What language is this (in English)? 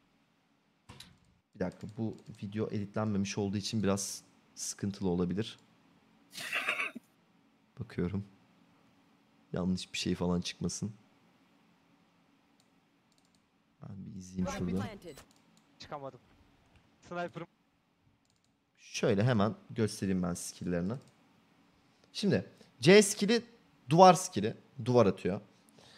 Turkish